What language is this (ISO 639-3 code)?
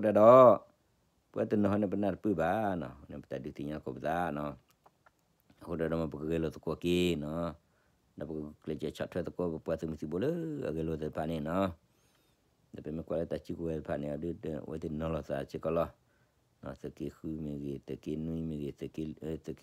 ksw